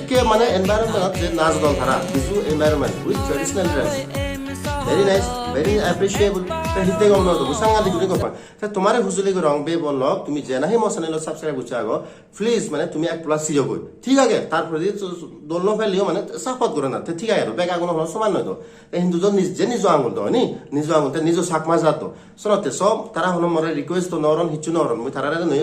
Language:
Chakma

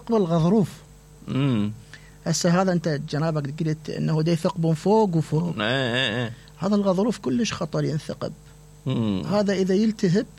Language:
Mesopotamian Arabic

